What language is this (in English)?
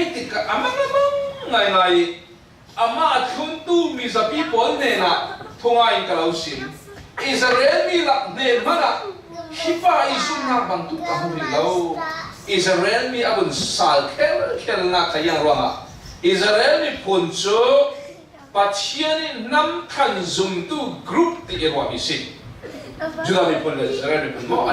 Falam Chin